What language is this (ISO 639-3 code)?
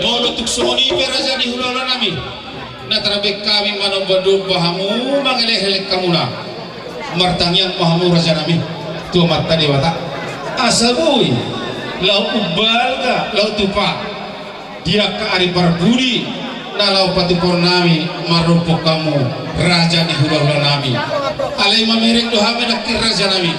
bbc